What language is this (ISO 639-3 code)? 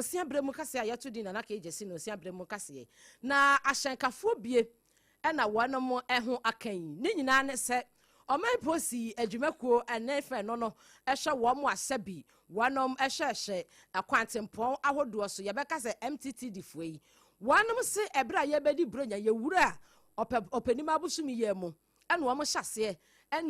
aka